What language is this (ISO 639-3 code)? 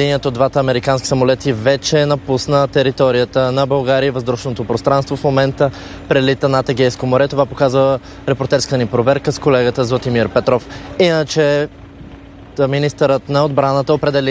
bul